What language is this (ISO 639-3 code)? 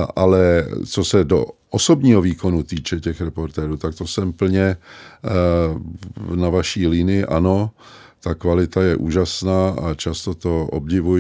ces